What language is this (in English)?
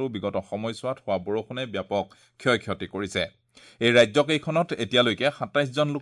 Assamese